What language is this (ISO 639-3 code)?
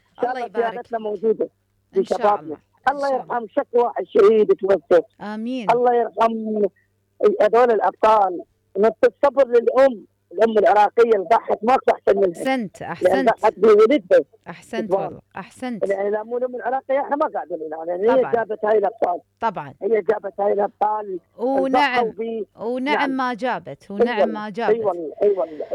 acm